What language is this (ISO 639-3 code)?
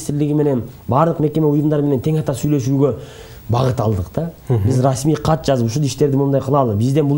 kir